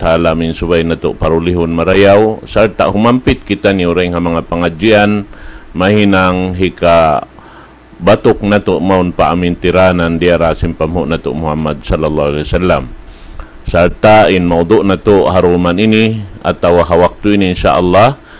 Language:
Tausug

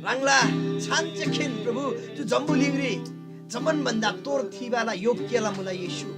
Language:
Eastern Tamang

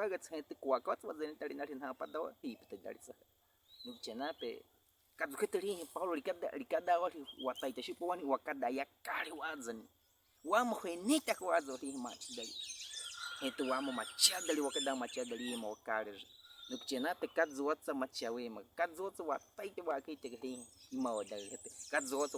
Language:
Baniwa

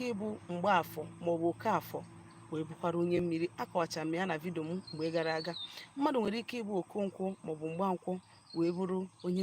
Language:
Igbo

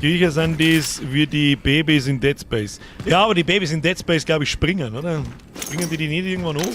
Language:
Bavarian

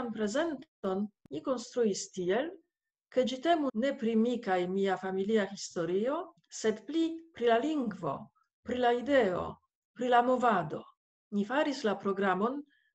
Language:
Esperanto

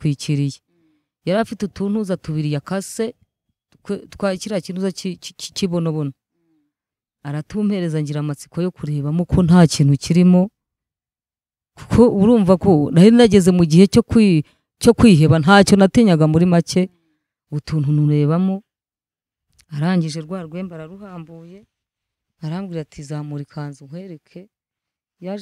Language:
Kinyarwanda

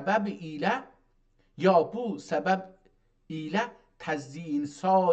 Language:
South Azerbaijani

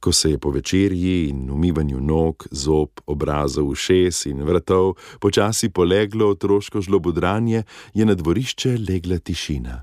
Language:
Slovenian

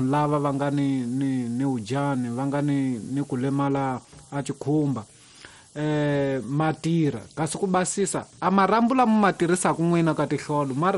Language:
Tsonga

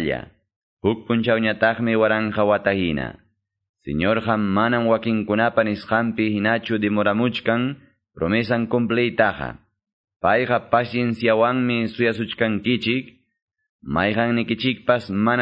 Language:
Quechua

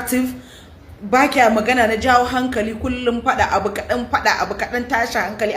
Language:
Hausa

